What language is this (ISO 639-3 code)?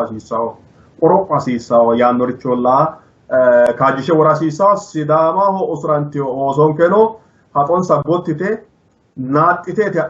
sid